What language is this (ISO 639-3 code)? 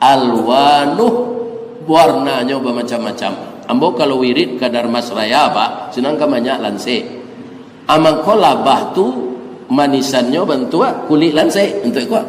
min